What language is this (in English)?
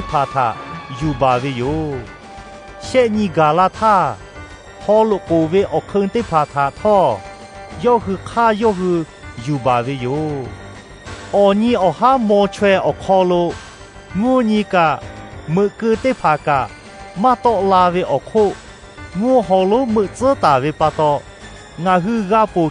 Lahu